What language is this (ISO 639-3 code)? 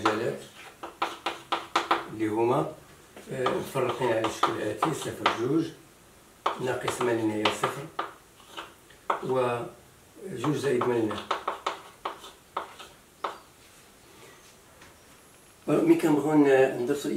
ary